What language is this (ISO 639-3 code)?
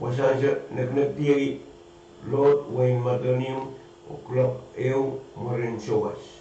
pon